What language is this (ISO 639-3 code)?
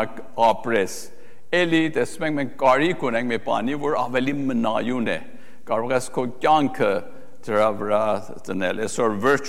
hye